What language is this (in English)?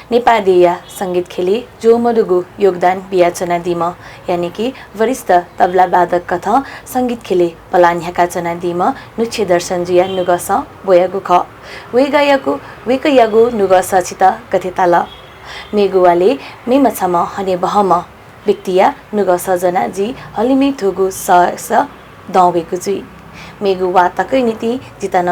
Newari